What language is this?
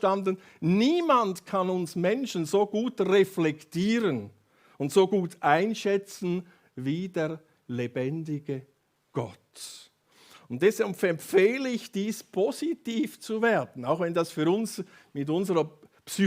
Swiss German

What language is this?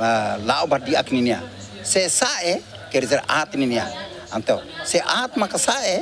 Tetum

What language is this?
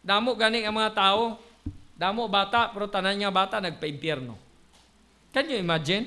Hiligaynon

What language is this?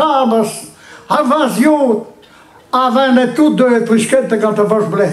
Breton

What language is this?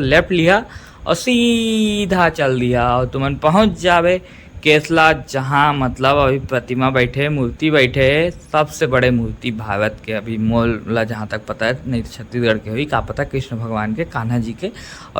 Chhattisgarhi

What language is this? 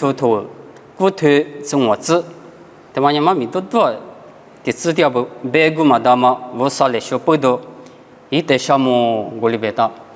Lisu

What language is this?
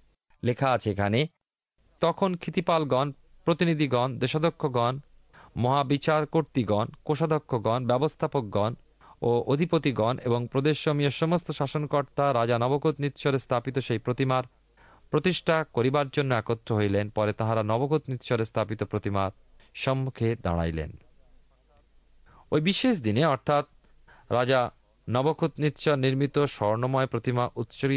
Bangla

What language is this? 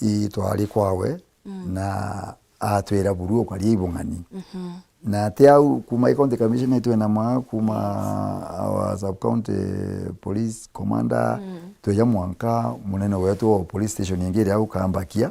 Meru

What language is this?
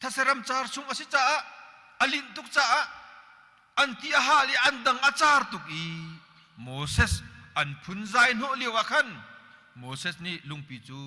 Hakha Chin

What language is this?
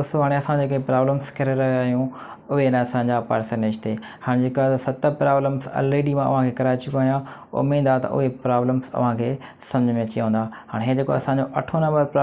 Sindhi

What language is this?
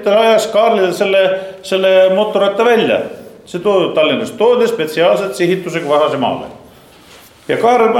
Estonian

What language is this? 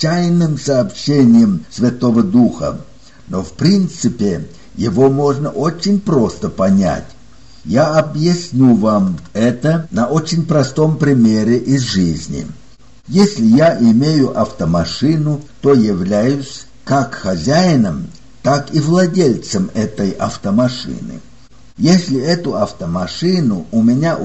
Russian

